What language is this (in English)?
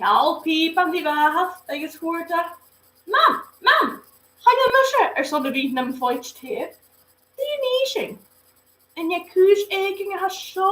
Scottish Gaelic